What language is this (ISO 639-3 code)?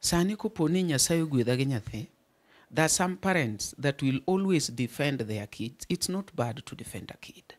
luo